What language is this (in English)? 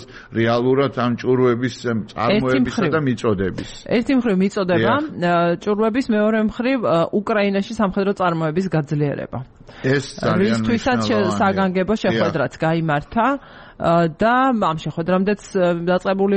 Georgian